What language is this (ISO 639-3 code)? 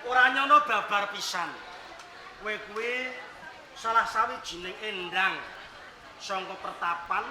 jav